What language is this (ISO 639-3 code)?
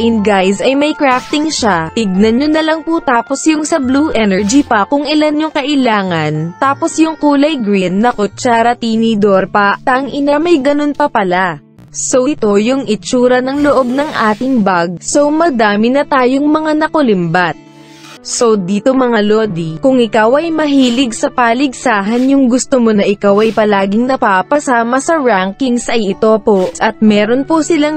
fil